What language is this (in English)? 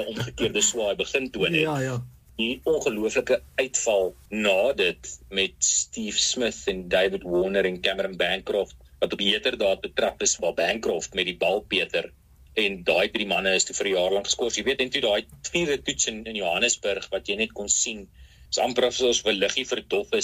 Afrikaans